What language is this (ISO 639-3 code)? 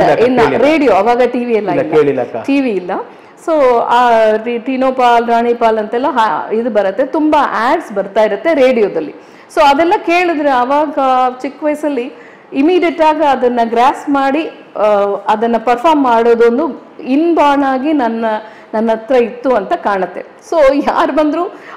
kan